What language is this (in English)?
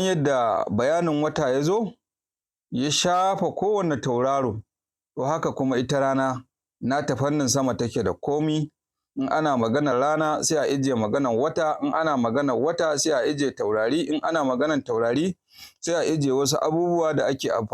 Hausa